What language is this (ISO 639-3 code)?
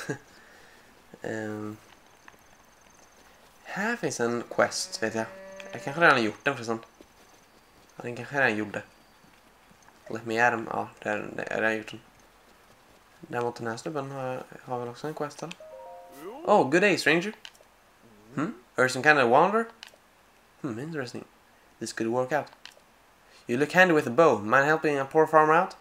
swe